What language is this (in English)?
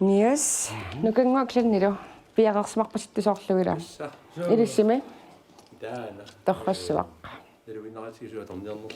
Kalaallisut